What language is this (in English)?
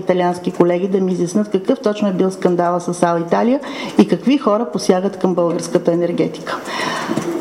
Bulgarian